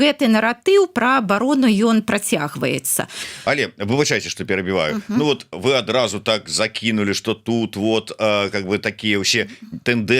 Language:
Belarusian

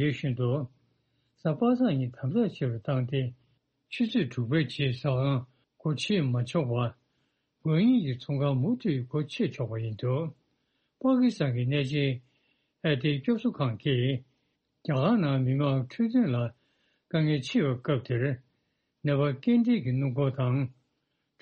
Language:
Tibetan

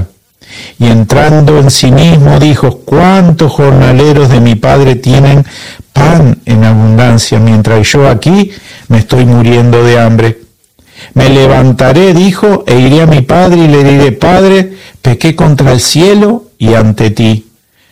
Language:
Spanish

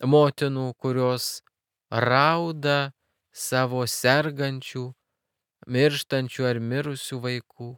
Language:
Lithuanian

